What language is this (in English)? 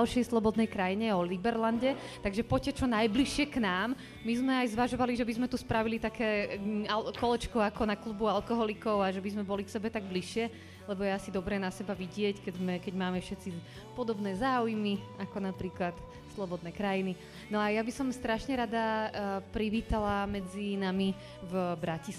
Slovak